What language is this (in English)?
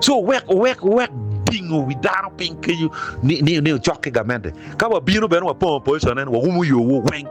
Acoli